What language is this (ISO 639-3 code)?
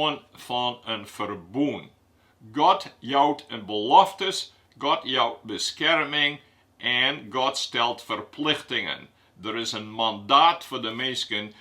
fry